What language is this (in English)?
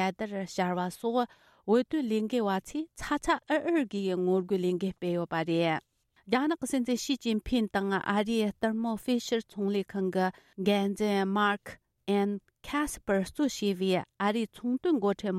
Tibetan